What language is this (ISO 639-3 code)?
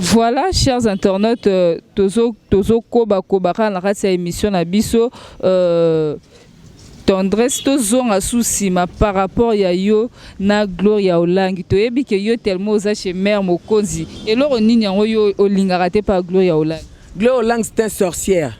lin